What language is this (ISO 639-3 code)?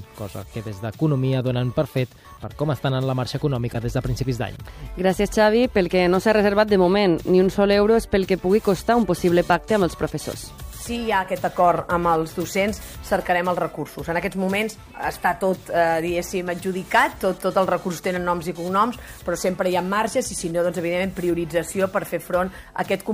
cat